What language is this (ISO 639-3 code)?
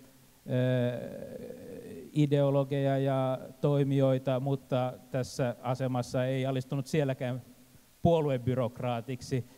fin